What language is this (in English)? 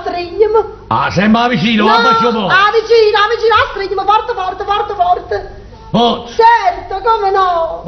Neapolitan